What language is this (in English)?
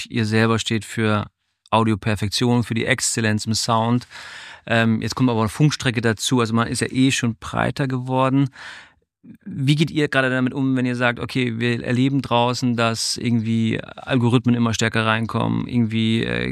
German